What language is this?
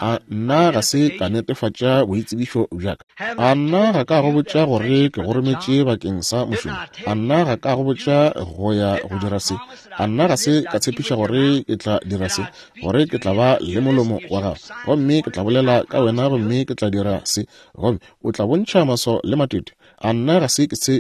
Northern Sotho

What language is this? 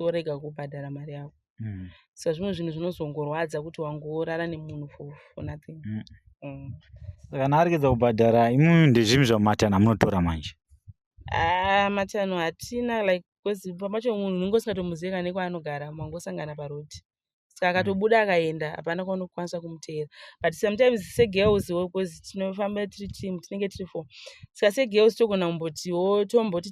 Shona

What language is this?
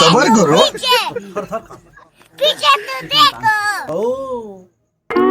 Chhattisgarhi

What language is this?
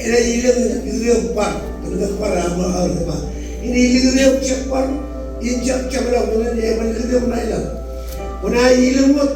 Marshallese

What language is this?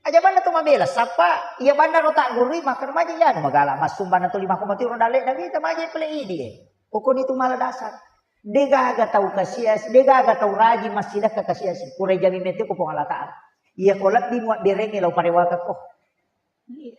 Buginese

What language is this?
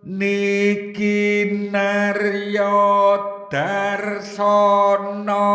Javanese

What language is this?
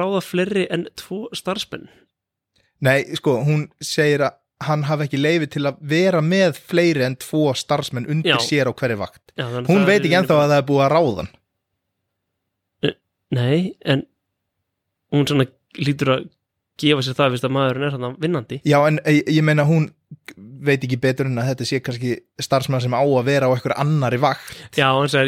Icelandic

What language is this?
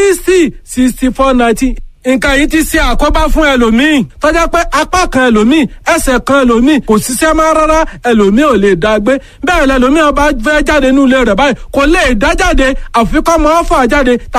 Yoruba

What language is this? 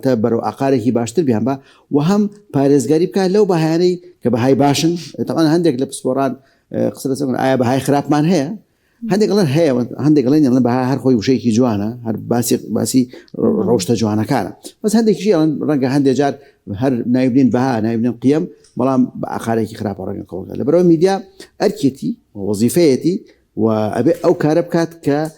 Central Kurdish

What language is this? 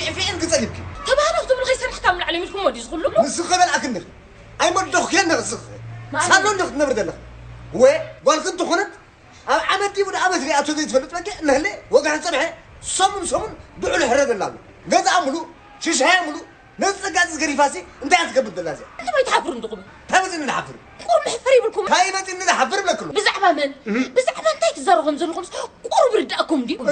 Tigrinya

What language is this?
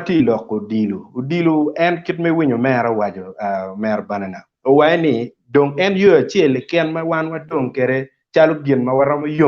Acoli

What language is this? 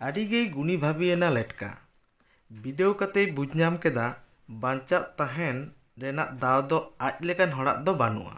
Santali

